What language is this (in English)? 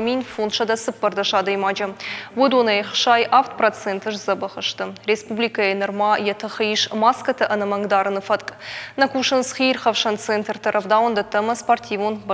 Ossetic